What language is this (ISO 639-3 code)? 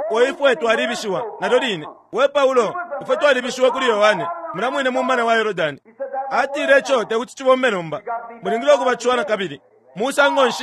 bem